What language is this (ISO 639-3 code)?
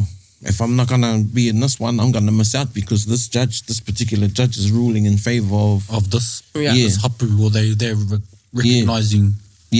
mri